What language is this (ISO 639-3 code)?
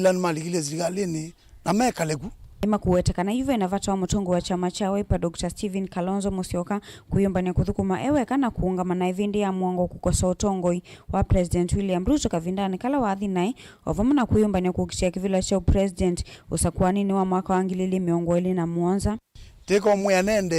kam